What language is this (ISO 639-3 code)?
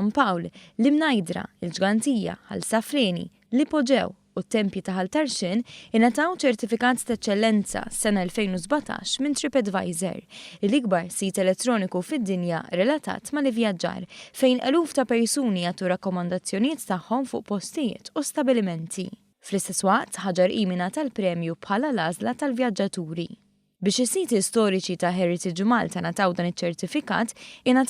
mlt